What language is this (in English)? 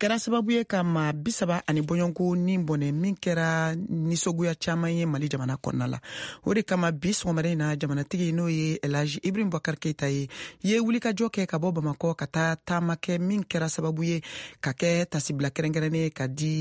Bambara